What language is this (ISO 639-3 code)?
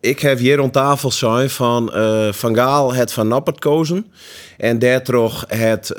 fry